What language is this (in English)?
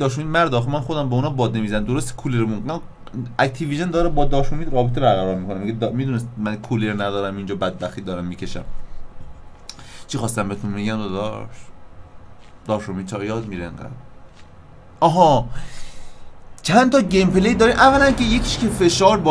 Persian